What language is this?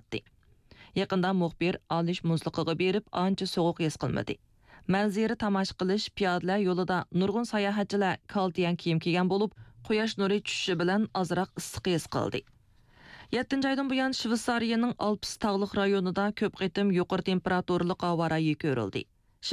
Uyghur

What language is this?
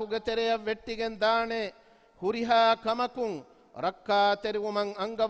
Divehi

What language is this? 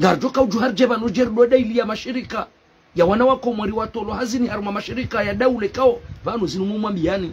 Ngazidja Comorian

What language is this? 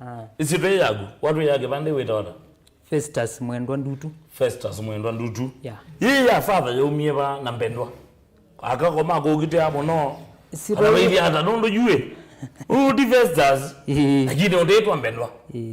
Kamba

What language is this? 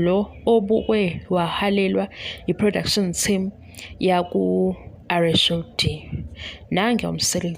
Zulu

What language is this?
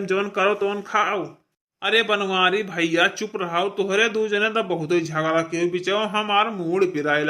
Awadhi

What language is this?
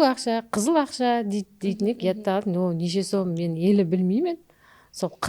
Kara-Kalpak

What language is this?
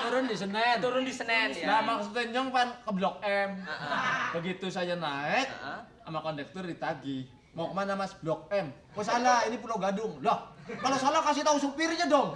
Betawi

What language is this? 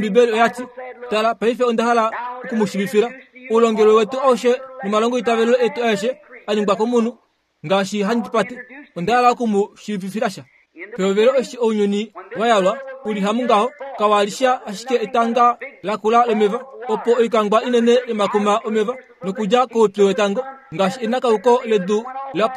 Kuanyama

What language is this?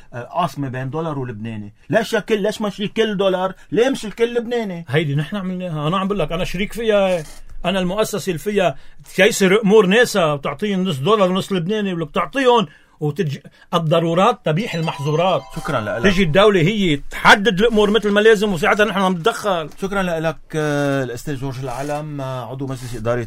North Levantine Arabic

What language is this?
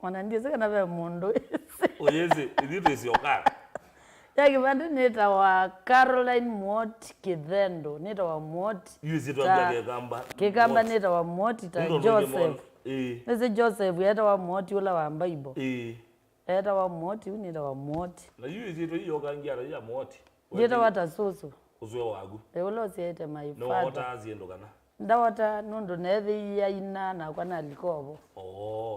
Kamba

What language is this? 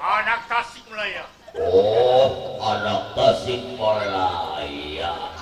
Betawi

